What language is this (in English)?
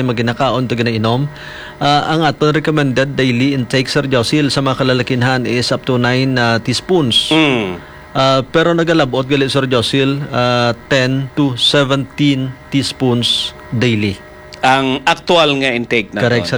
Hiligaynon